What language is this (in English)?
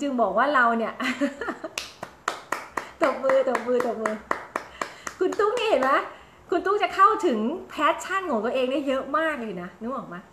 Thai